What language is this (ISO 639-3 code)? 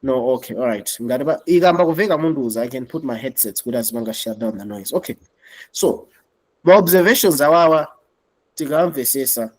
nya